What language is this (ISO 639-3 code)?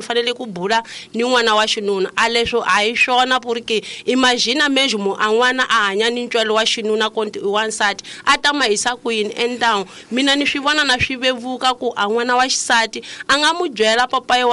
tso